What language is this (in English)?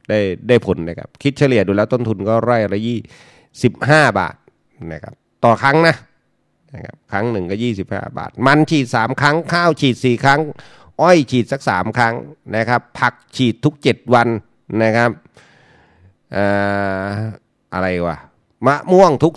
Thai